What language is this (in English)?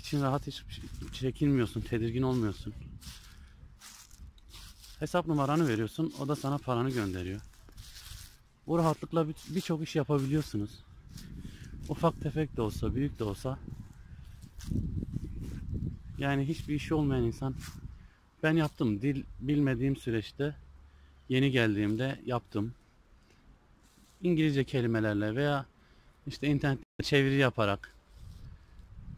Turkish